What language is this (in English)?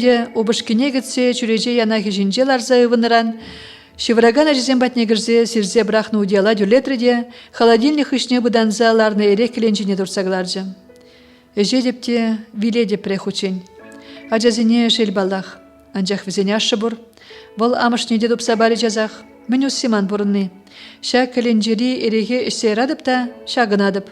Chuvash